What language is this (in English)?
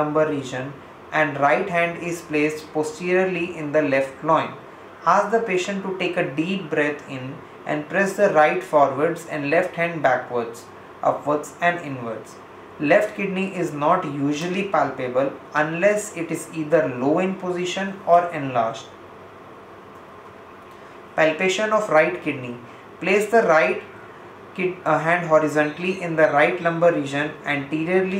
English